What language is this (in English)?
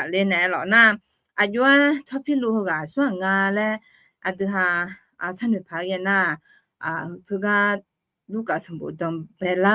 Akha